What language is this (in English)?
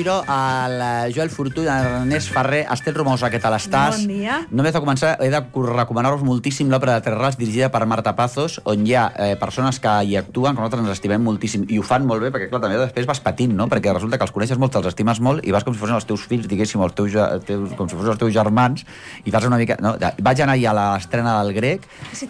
Catalan